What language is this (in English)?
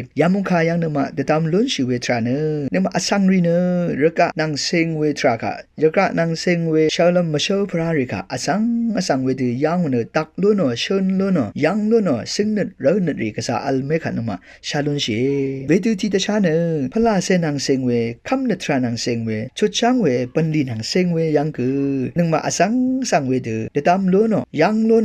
Rawang